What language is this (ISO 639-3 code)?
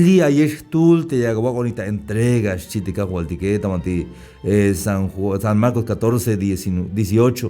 tzh